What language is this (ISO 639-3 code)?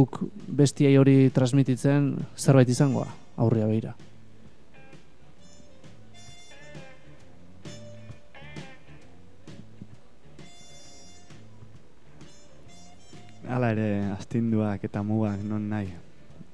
eus